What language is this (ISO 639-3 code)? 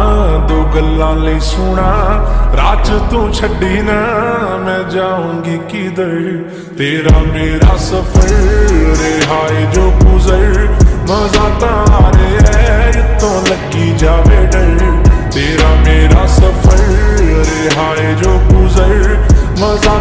pan